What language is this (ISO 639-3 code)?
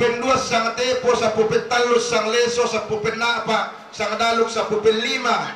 sda